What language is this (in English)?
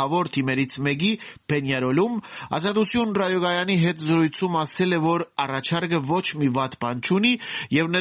Armenian